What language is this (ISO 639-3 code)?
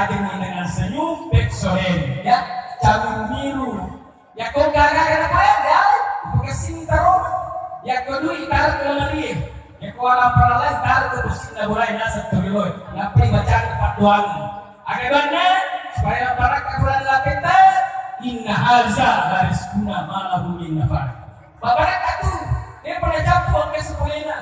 bug